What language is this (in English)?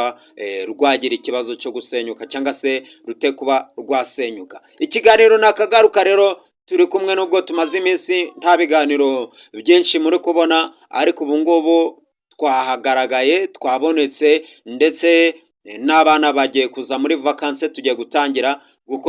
Kinyarwanda